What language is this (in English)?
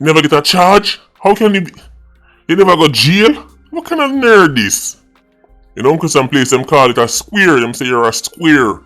Jamaican Creole English